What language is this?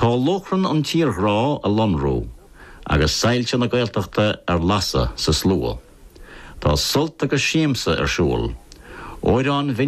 Irish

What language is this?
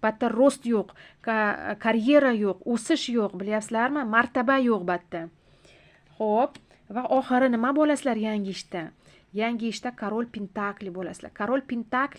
Uzbek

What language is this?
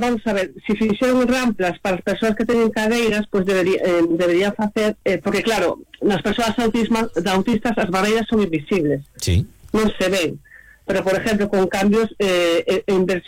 Galician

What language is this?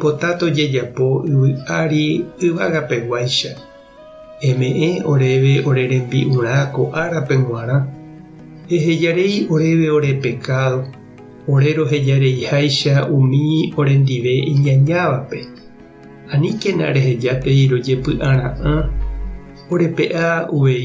Guarani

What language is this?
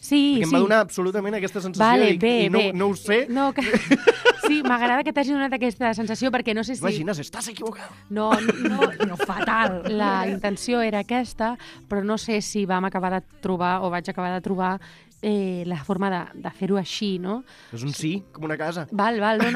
Catalan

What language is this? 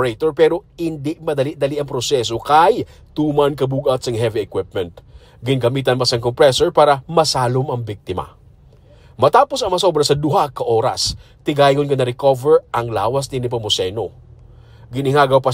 Hiligaynon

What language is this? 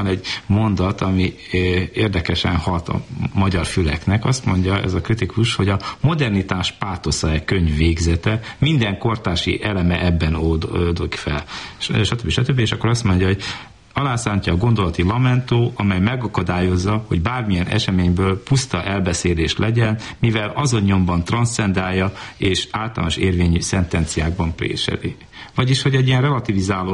Hungarian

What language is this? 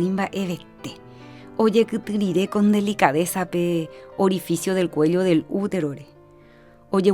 Guarani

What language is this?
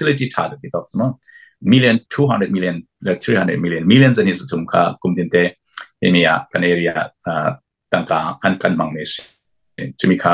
Hakha Chin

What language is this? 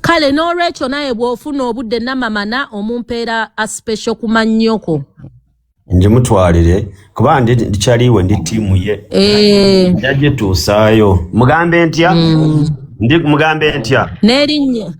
Ganda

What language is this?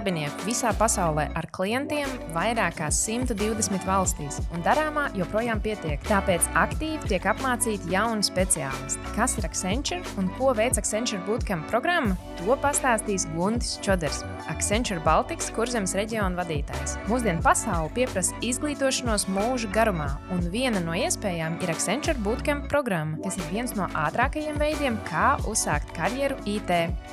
Latvian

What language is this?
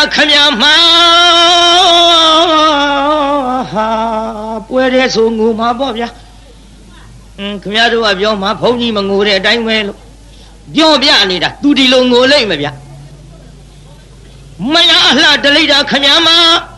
Burmese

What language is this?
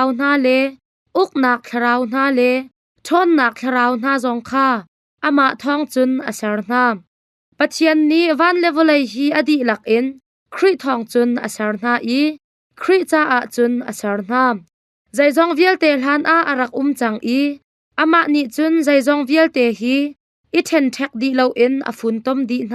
Hakha Chin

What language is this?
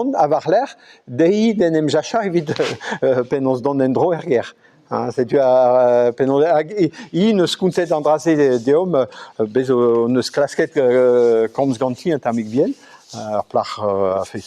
Breton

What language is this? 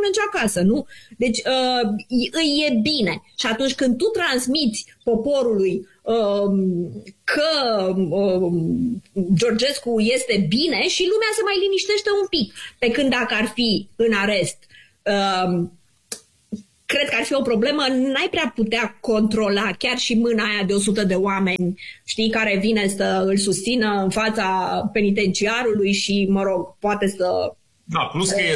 Romanian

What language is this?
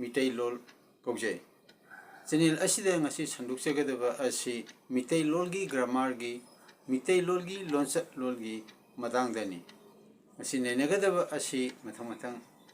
Manipuri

